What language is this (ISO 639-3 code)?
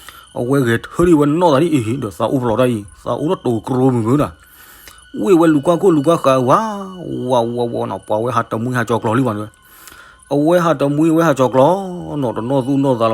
ksw